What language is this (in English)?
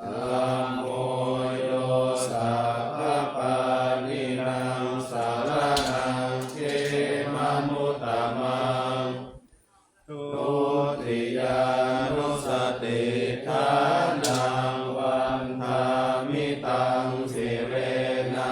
Pali